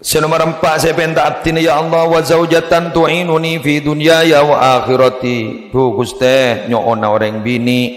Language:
Madurese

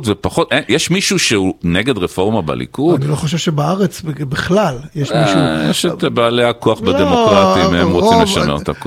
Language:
Hebrew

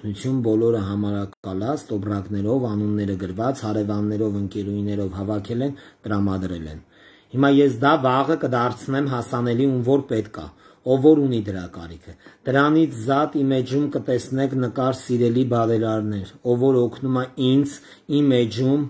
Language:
Armenian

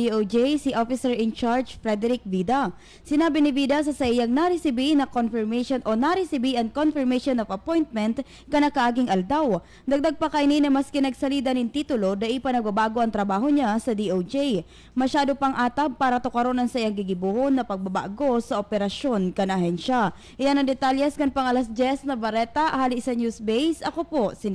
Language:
Bikol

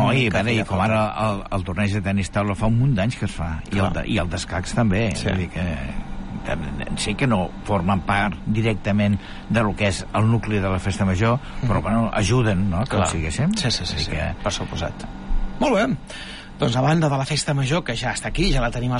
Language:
Catalan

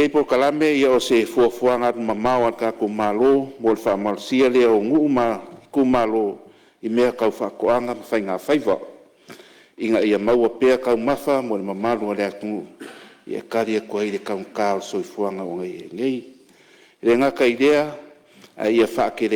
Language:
Samoan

